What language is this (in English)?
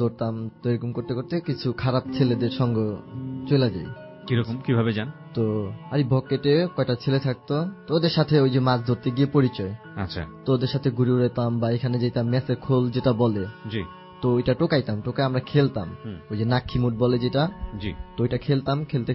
Bangla